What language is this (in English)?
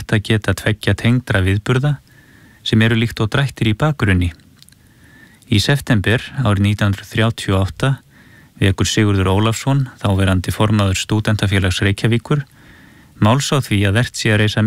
Icelandic